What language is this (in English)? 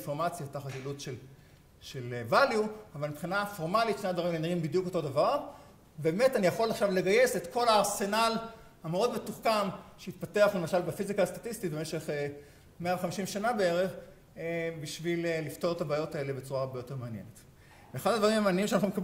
Hebrew